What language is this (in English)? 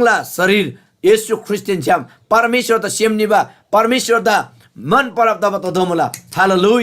Eastern Tamang